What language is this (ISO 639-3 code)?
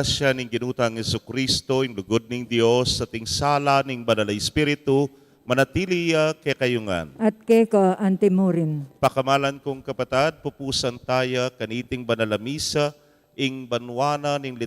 pam